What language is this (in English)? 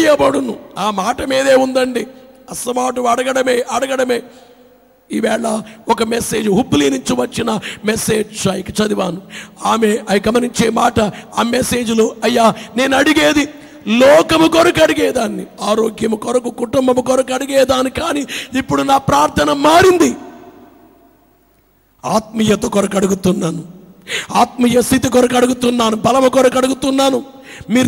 Telugu